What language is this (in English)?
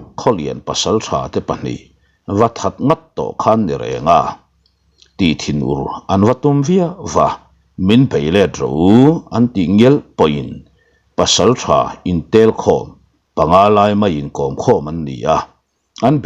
Mizo